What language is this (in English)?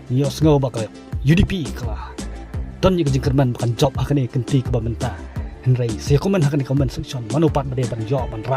Khasi